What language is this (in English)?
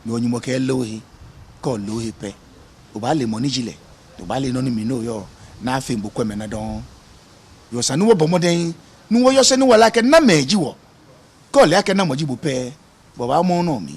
Ga